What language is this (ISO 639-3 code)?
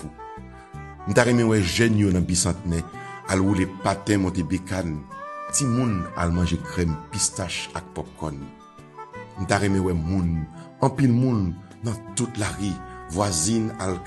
hat